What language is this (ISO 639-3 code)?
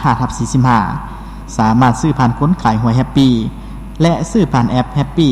lao